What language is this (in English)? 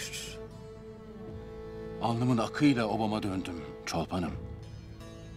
Turkish